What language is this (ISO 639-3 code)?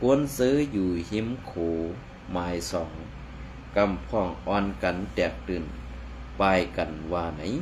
shn